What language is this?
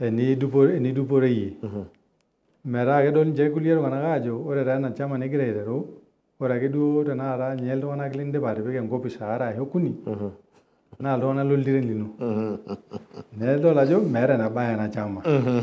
Masai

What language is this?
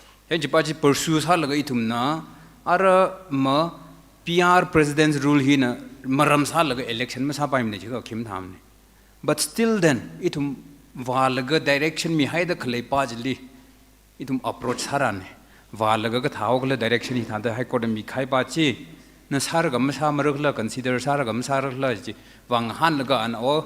Tangkhul Naga (India)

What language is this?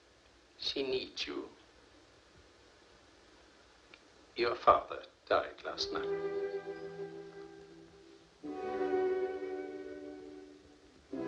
English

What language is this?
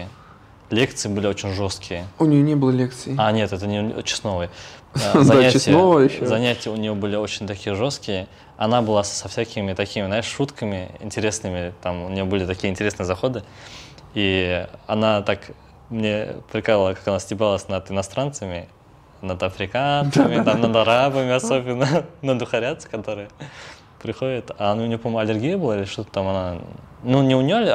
Russian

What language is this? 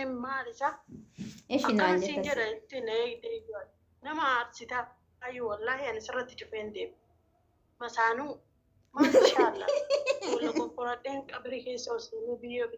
Oromo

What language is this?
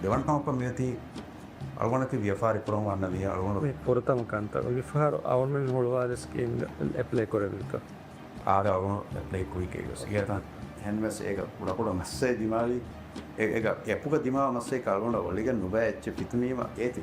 Divehi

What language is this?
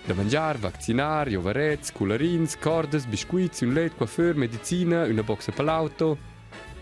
Romansh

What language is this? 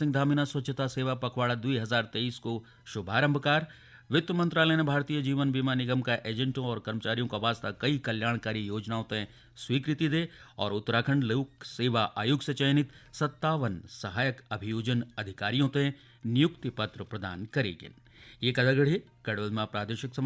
Garhwali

